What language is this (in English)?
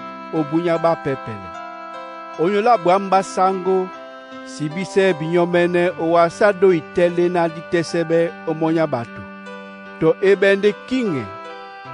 Duala